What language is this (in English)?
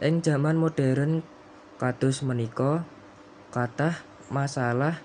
Javanese